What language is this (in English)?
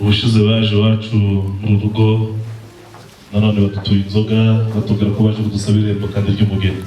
Kinyarwanda